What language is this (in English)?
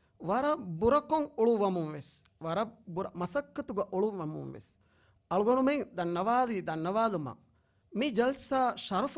Divehi